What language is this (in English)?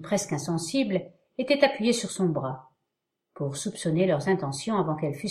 French